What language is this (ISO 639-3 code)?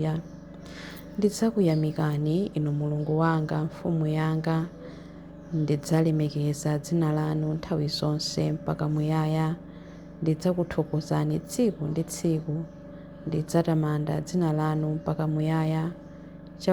nya